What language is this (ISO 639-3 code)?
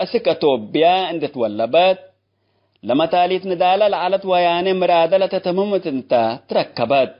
tig